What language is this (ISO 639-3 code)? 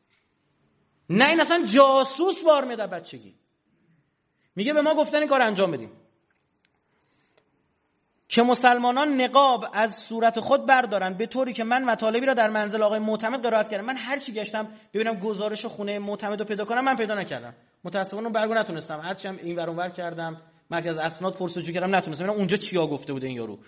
fas